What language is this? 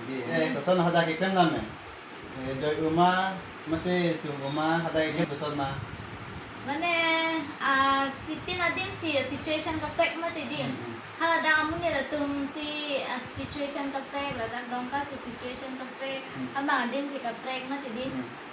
Karbi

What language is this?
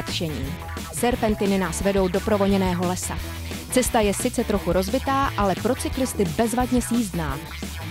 Czech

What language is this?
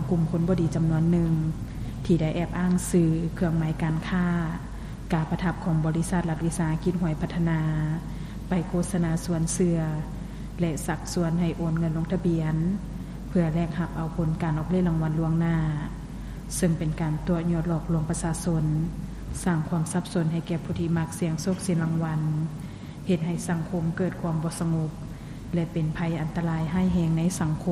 Lao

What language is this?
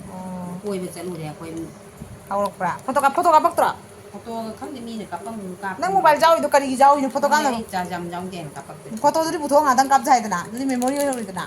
Manipuri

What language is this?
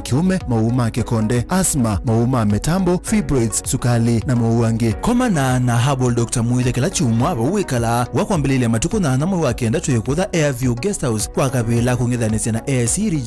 Kamba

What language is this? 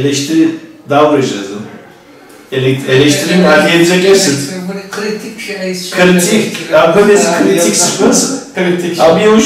Kabardian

